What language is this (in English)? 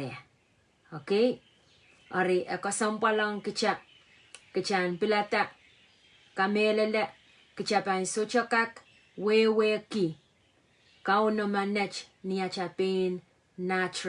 Pohnpeian